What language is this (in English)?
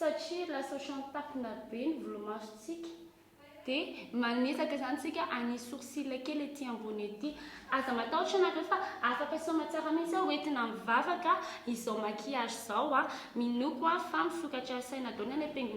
Malagasy